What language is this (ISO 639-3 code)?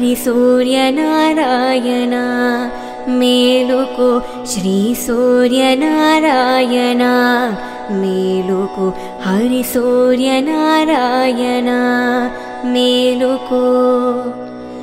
tel